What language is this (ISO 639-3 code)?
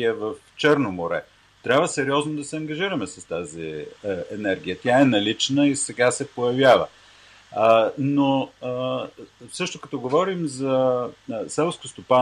bul